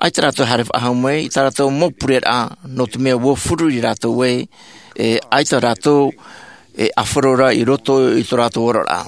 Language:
Tahitian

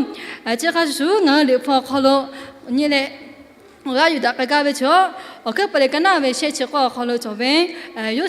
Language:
Lahu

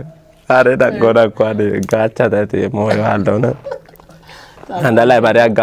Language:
Kafa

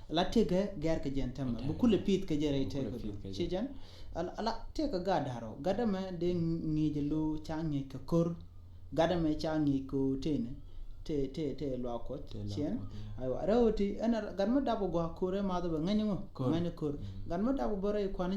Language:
Nuer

